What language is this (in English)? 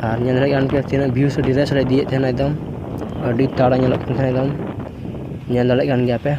Santali